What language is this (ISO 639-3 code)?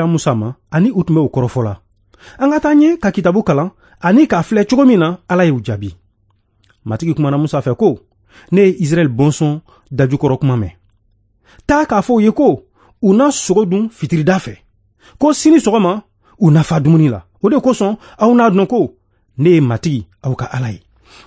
bam